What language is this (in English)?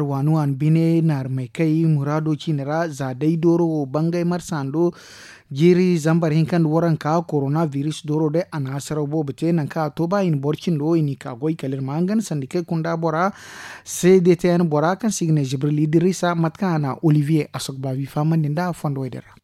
Zarma